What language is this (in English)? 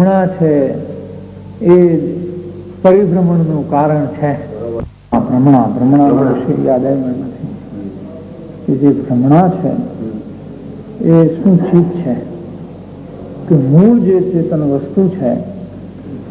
Gujarati